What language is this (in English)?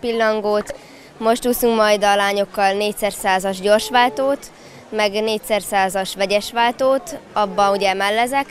Hungarian